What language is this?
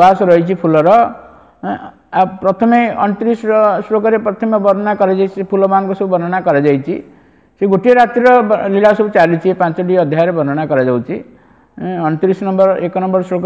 Odia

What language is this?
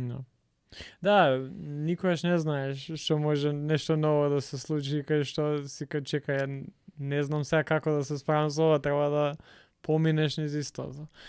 Macedonian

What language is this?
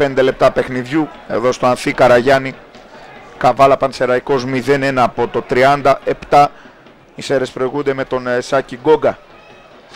Greek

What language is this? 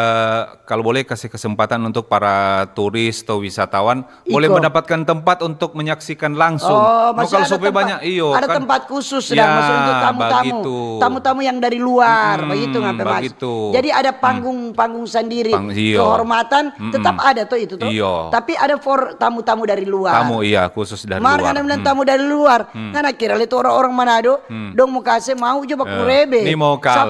Manado Malay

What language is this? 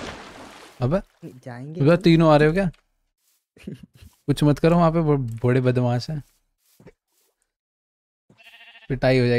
Hindi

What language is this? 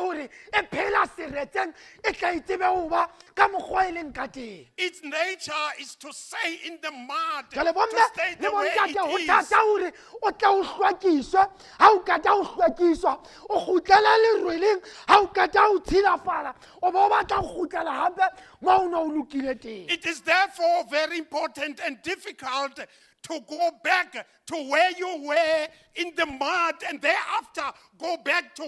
Southern Sotho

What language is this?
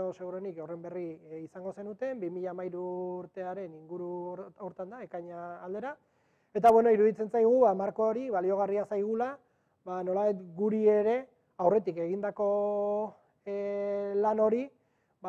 Basque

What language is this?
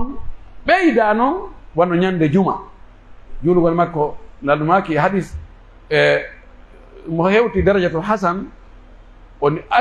Pular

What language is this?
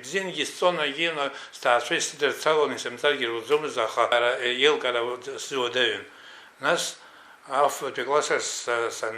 Abkhazian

